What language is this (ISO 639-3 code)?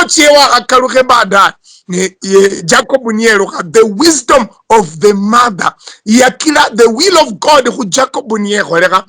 luy